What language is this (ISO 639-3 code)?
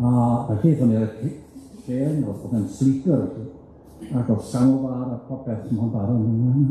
cym